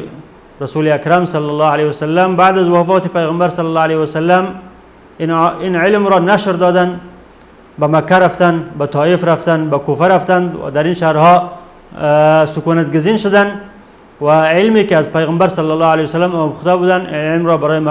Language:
Persian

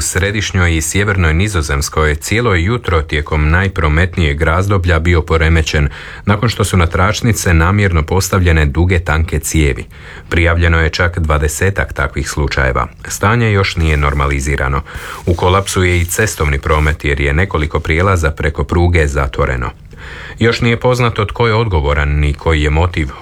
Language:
Croatian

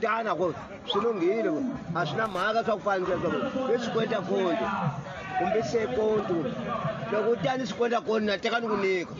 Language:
Tsonga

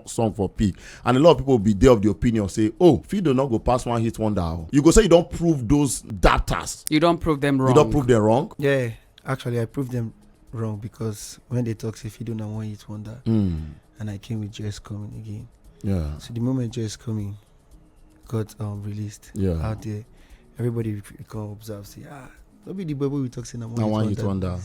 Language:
Nigerian Pidgin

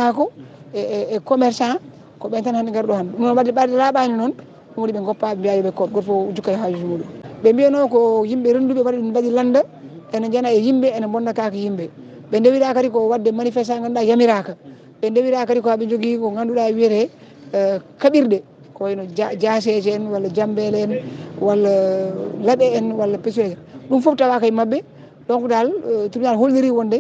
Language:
Fula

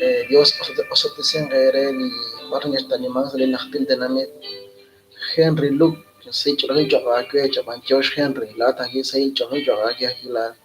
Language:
Kekchí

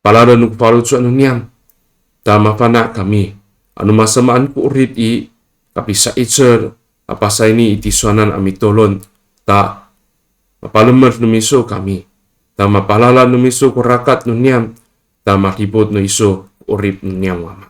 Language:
Amis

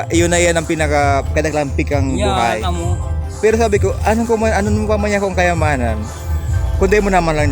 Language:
Bikol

